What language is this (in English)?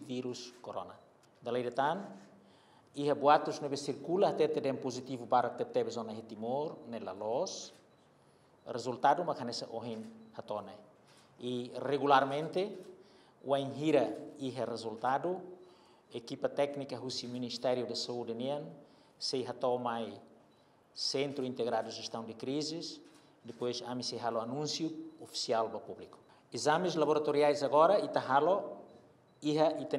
Tetum